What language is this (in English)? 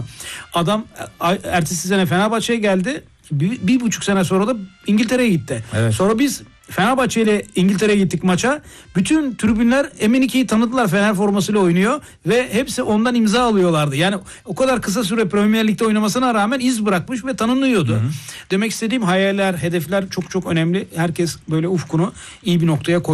Turkish